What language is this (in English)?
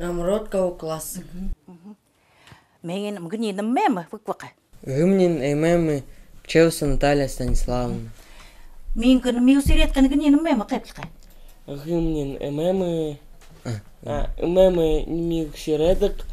Chukot